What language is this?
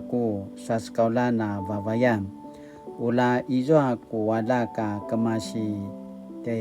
Paiwan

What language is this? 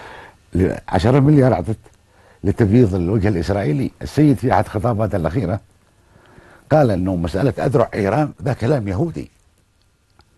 Arabic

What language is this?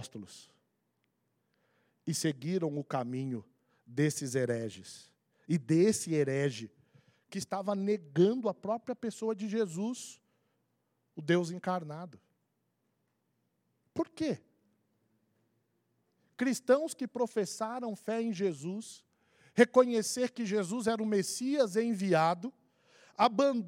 Portuguese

